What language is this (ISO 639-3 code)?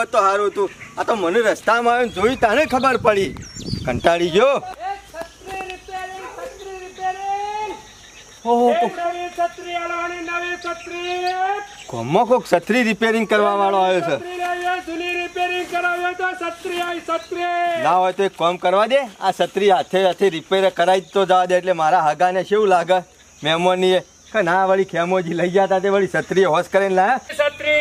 guj